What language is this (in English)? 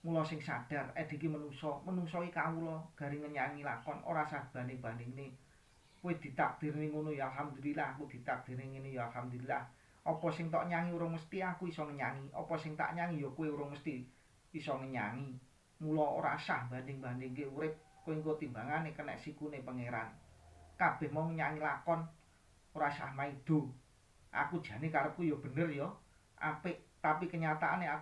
Javanese